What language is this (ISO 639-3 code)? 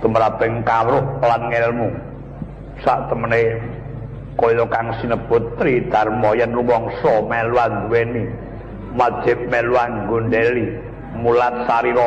jav